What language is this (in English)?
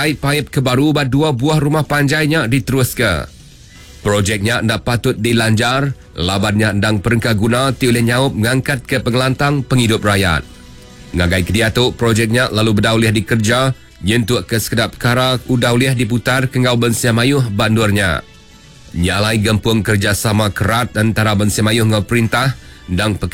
Iban